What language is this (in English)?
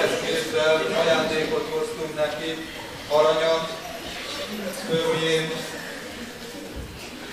Hungarian